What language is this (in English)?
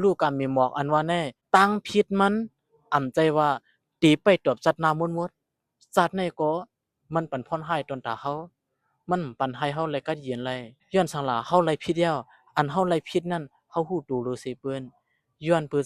Shan